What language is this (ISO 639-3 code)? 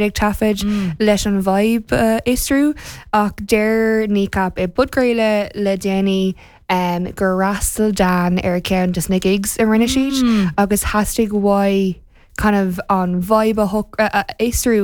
gle